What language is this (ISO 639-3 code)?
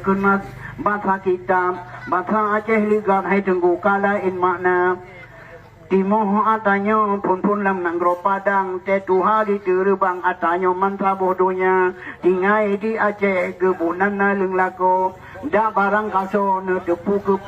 ace